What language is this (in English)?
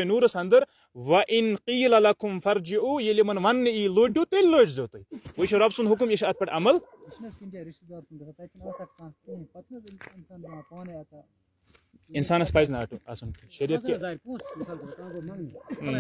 Kashmiri